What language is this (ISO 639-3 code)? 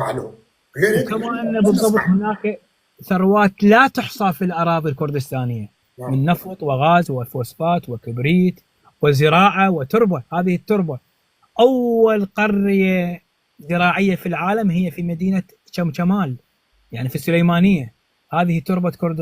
apc